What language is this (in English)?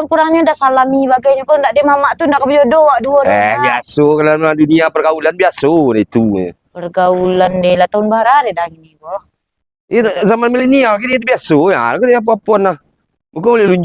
Minangkabau